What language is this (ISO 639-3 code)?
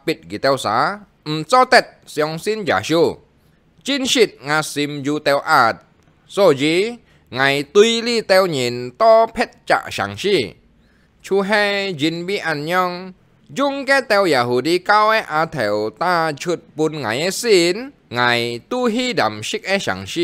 hak